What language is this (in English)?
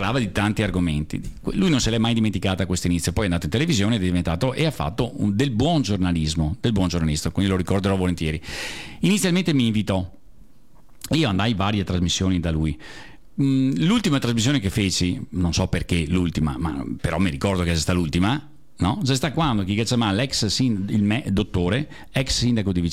Italian